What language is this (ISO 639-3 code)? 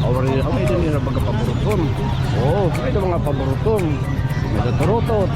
war